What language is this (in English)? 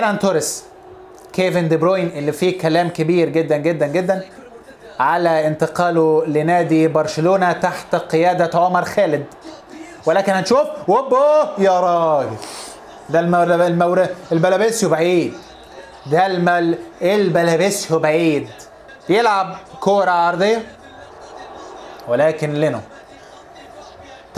Egyptian Arabic